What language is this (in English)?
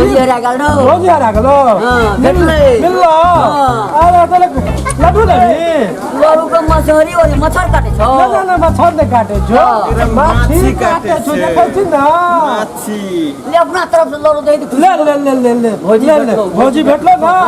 Maithili